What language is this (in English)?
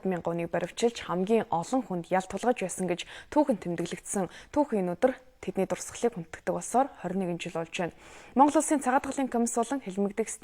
Mongolian